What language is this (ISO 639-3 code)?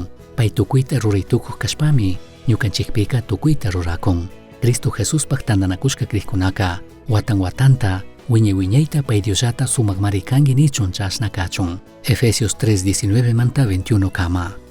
qug